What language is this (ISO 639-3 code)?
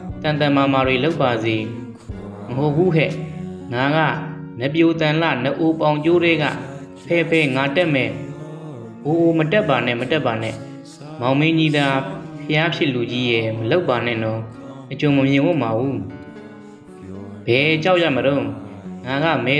mya